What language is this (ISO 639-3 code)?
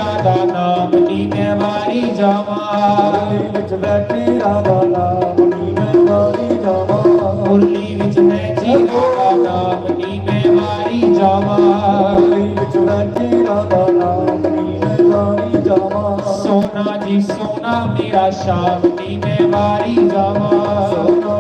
doi